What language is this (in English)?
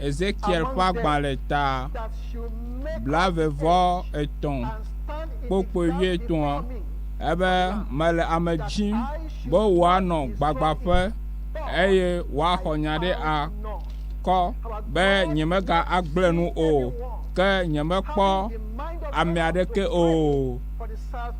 Ewe